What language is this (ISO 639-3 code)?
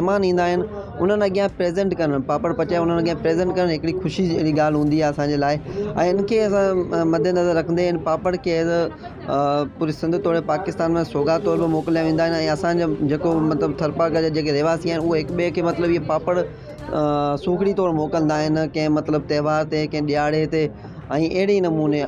snd